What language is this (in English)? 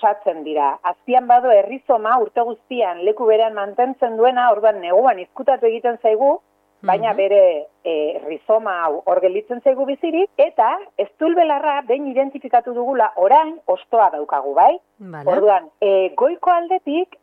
Basque